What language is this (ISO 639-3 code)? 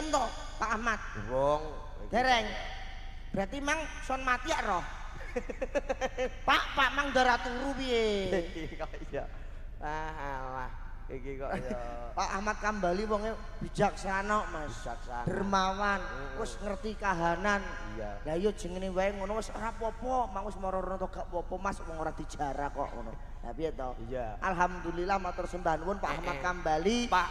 jav